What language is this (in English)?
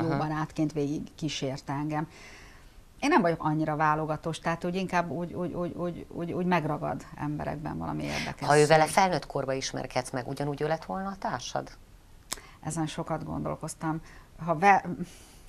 Hungarian